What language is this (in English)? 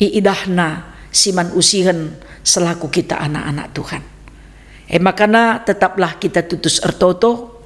Batak Karo